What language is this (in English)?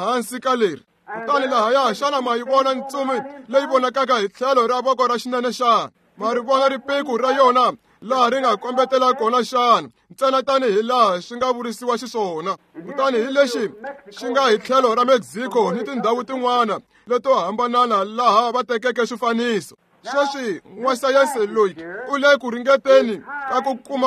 Tsonga